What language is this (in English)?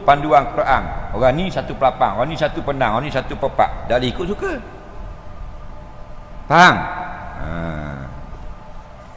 Malay